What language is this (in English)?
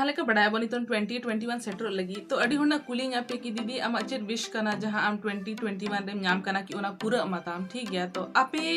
Santali